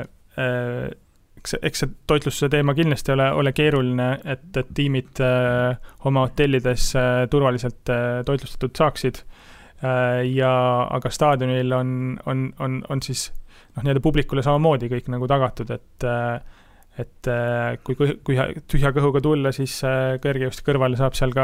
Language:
Estonian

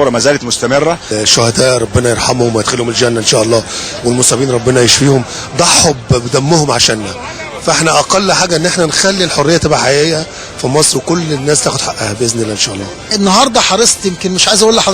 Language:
Egyptian Arabic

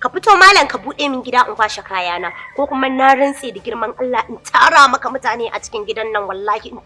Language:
Hausa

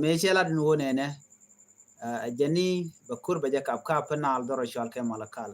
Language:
Nuer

